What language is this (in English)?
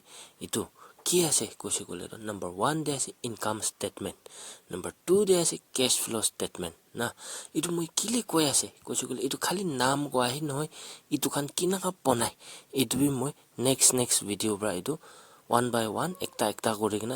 Naga Pidgin